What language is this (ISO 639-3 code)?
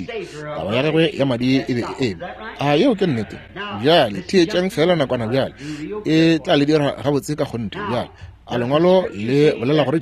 nso